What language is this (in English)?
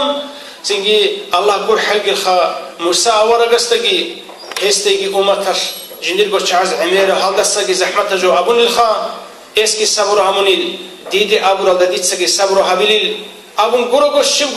Avaric